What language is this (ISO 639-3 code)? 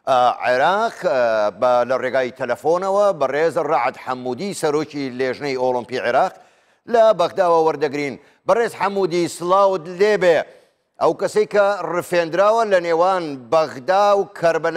ckb